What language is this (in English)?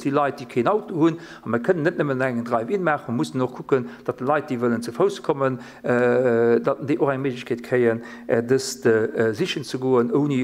Luxembourgish